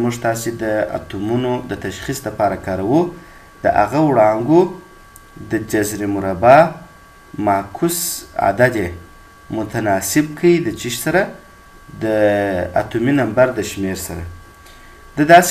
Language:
Pashto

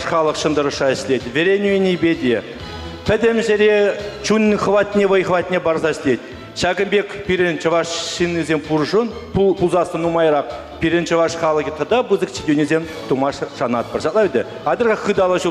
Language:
Chuvash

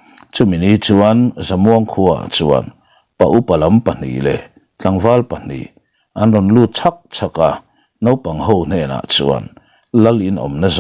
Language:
Mizo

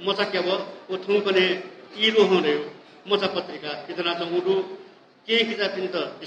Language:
Newari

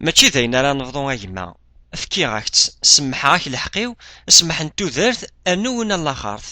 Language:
Kabyle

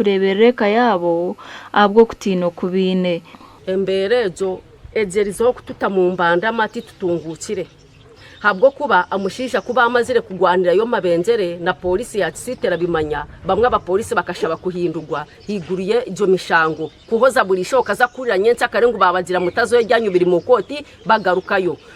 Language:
Nyankole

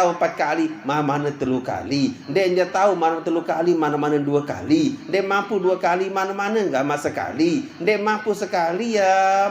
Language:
Sasak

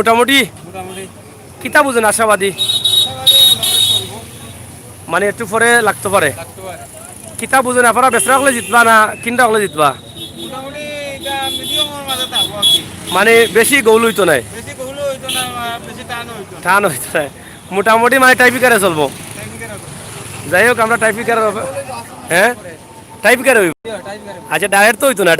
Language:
Sylheti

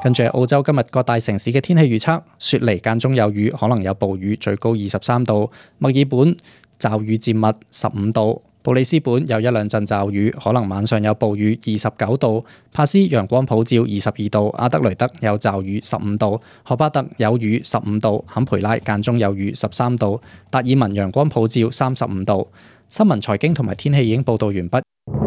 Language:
Cantonese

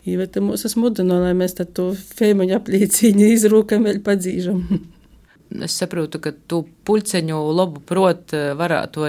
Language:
Latvian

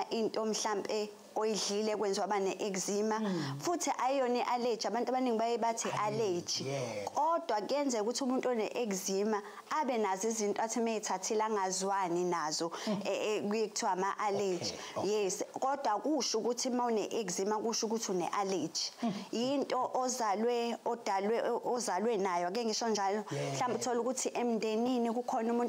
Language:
Zulu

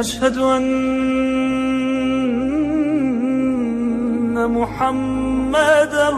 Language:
Tajik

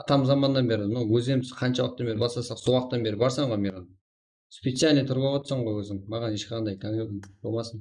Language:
Kara-Kalpak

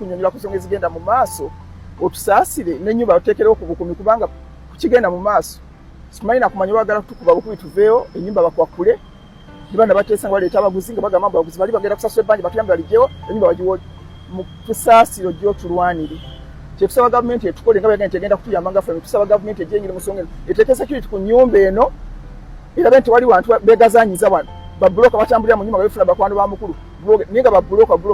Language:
Ganda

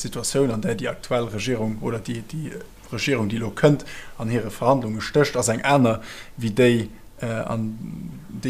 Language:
Luxembourgish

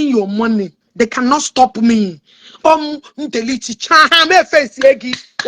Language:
Igbo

